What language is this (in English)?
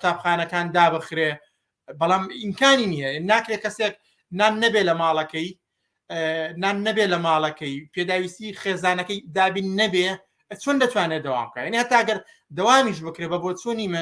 Central Kurdish